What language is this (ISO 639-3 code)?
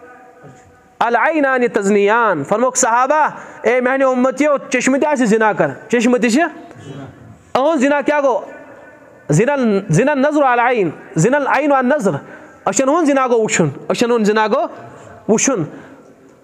kas